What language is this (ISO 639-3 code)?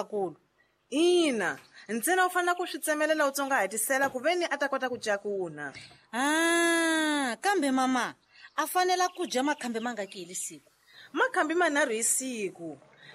tso